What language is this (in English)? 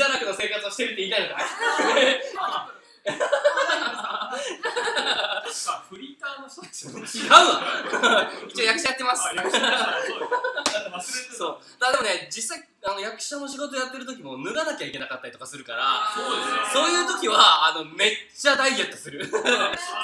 Japanese